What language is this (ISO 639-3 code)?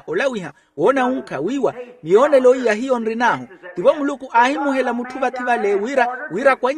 vmw